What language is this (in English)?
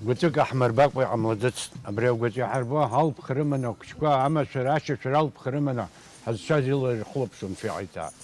Abkhazian